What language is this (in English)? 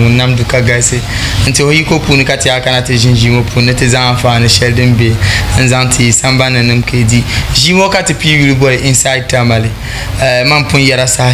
Dagbani